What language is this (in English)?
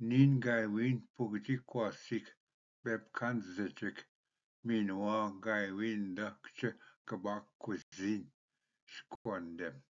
Ojibwa